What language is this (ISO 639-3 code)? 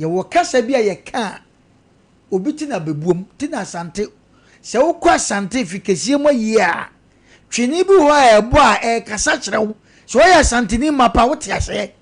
aka